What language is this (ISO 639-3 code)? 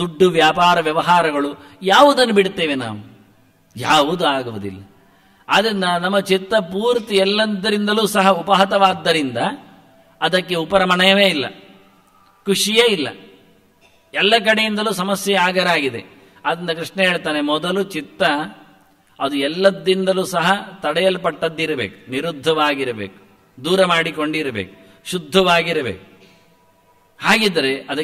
kan